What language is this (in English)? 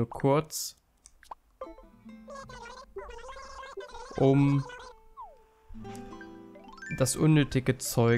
German